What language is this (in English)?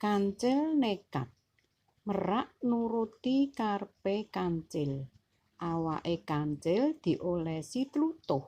Javanese